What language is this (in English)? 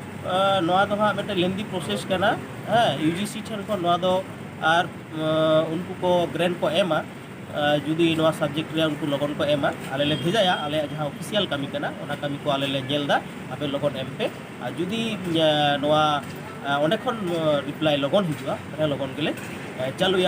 Santali